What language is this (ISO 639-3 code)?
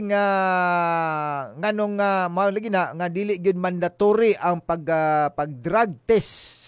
ceb